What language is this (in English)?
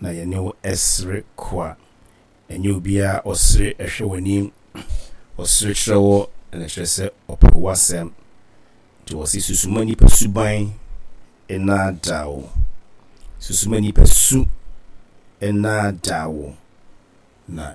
Akan